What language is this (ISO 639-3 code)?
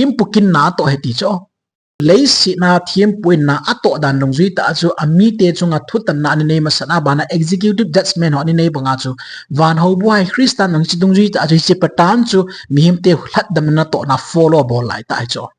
tcz